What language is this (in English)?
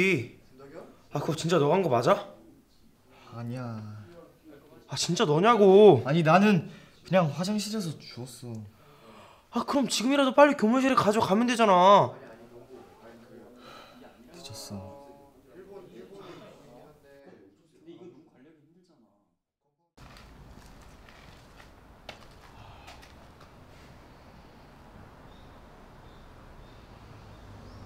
Korean